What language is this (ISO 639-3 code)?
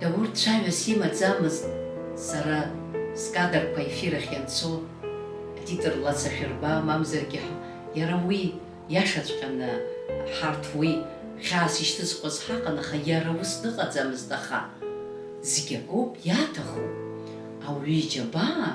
abk